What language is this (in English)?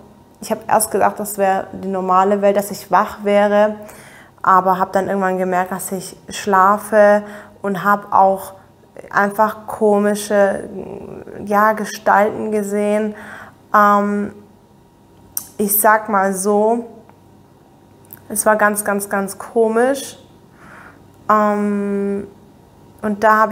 German